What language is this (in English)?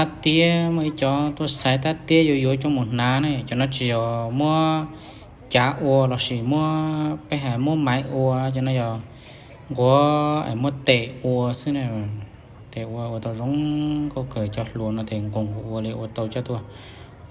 Hmong